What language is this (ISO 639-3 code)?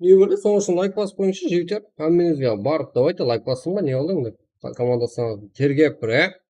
kaa